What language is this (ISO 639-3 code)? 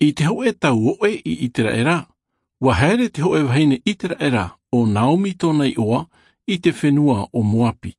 tah